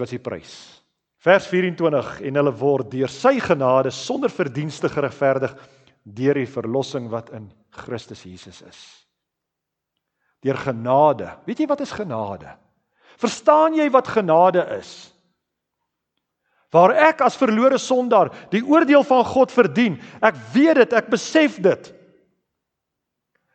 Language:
Afrikaans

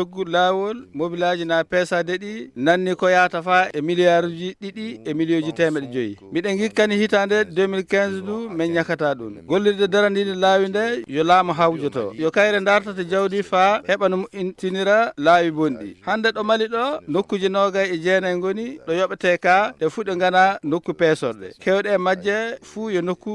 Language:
Fula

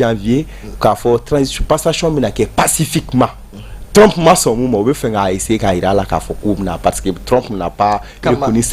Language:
Bambara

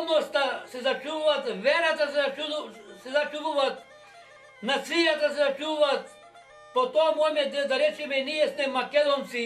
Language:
Macedonian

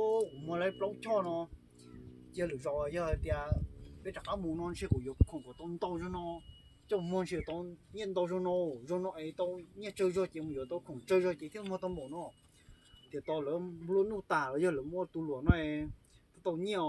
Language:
Hmong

